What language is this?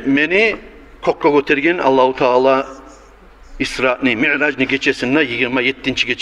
Kumyk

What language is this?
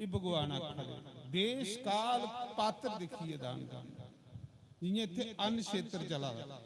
Dogri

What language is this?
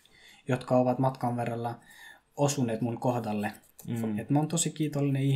Finnish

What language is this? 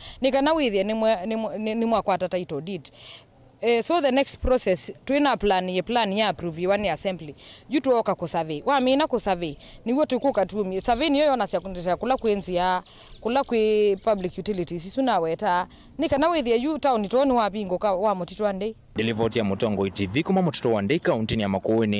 Kamba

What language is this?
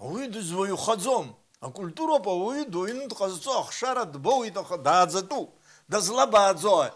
Abkhazian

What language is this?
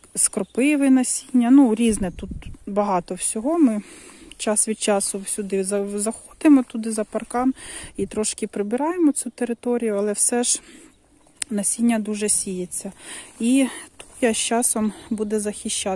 Ukrainian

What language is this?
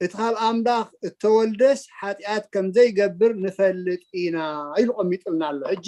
Tigrinya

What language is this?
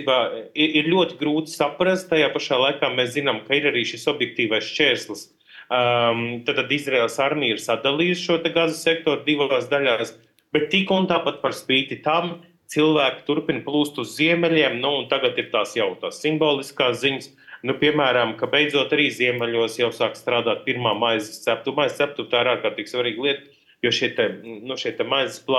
Latvian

